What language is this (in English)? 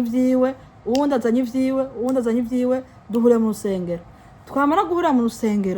Rundi